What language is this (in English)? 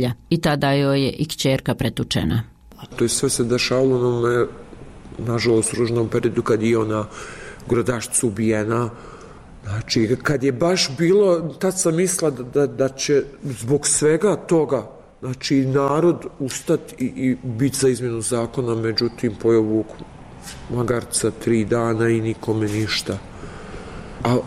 Bosnian